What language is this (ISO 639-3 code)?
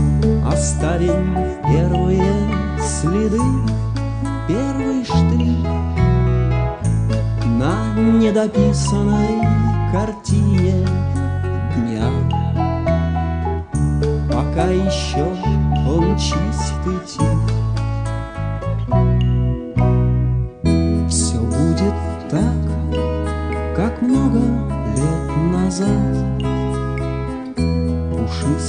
rus